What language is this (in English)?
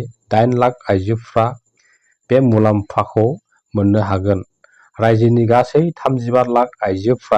Bodo